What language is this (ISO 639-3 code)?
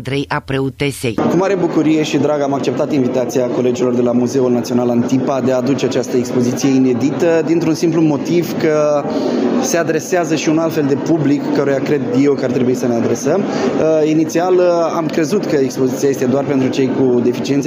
ron